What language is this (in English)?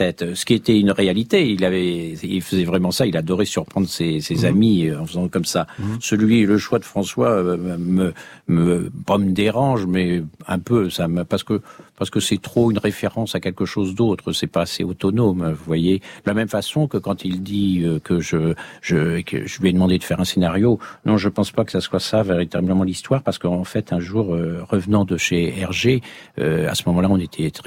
French